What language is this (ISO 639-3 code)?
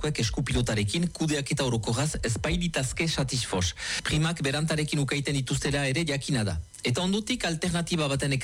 eus